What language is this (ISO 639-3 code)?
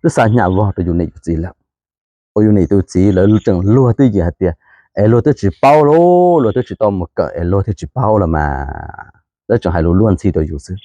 hmn